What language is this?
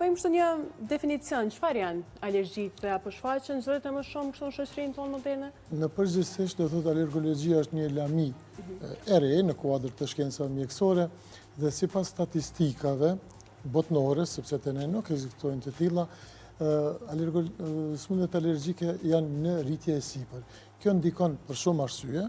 Albanian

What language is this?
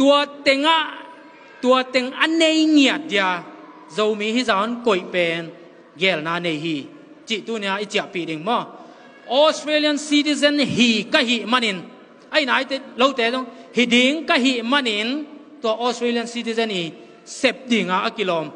Tedim Chin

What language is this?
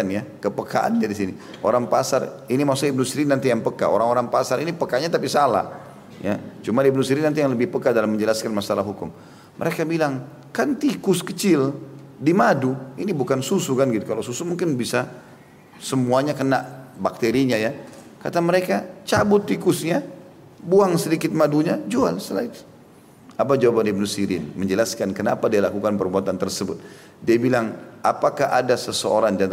Indonesian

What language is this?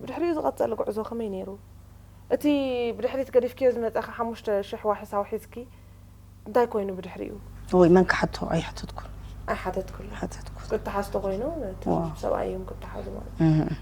Tigrinya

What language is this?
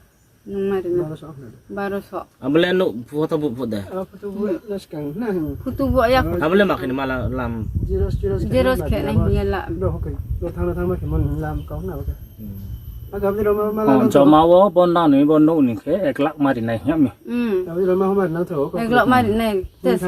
Riang (India)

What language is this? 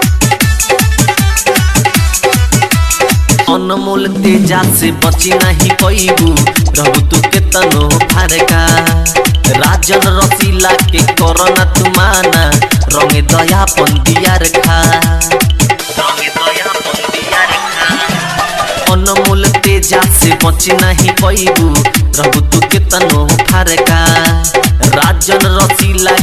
Bhojpuri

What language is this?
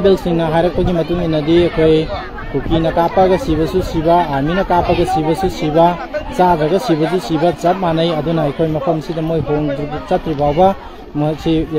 Manipuri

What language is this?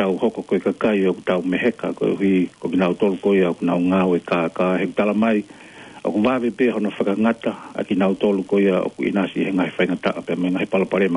Tongan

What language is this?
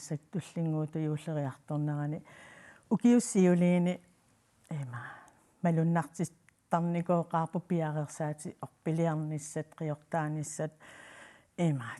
Kalaallisut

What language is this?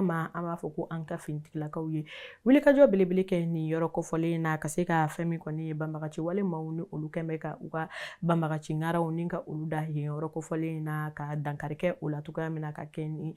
Bambara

